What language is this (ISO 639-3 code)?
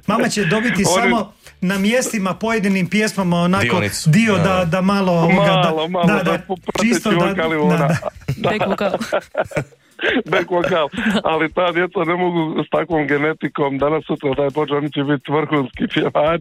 hrv